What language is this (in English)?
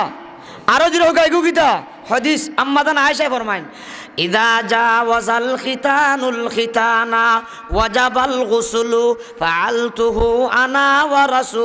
Sylheti